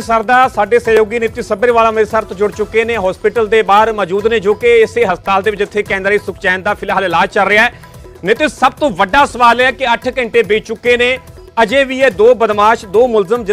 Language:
Punjabi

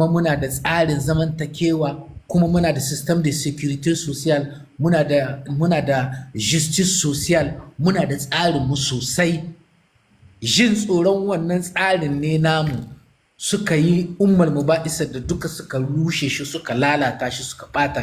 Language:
Hausa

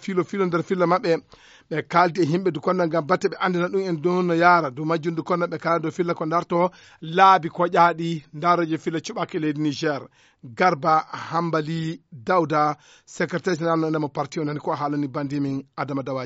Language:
Fula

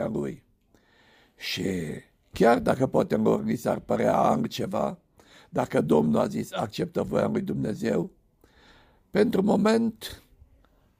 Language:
Romanian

